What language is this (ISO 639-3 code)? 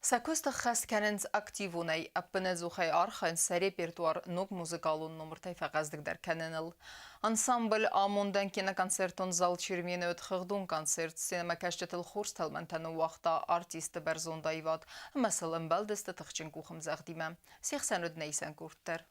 oss